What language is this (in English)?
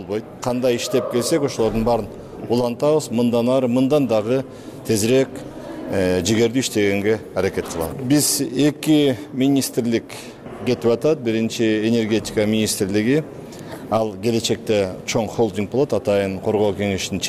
Kyrgyz